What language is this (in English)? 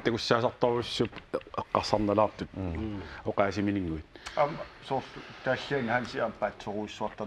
Kalaallisut